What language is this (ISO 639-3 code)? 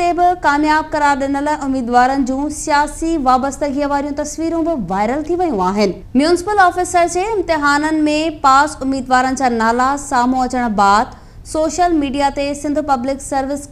snd